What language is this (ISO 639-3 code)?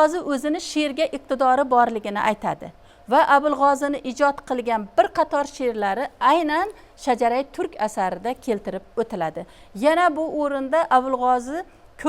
uzb